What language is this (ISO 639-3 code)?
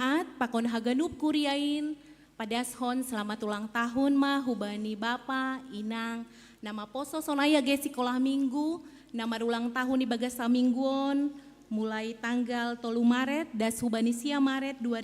bts